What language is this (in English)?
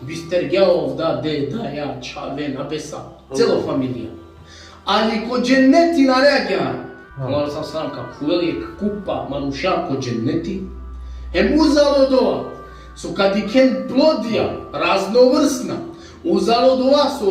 Balkan Romani